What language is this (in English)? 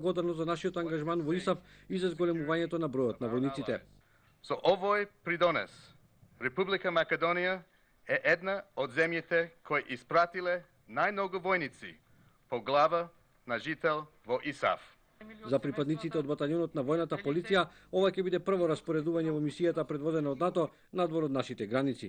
Macedonian